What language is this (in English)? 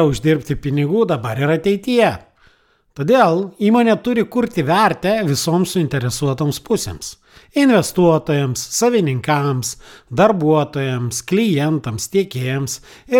Lithuanian